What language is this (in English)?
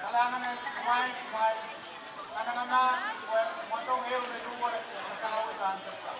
Pohnpeian